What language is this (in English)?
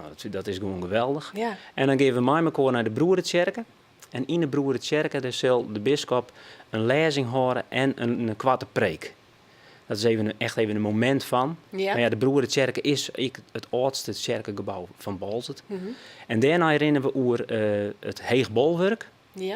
Western Frisian